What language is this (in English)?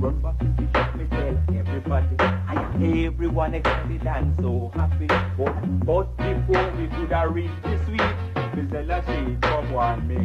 Jamaican Creole English